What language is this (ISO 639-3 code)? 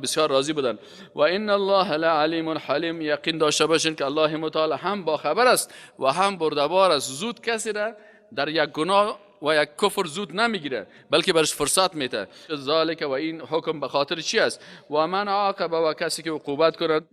fas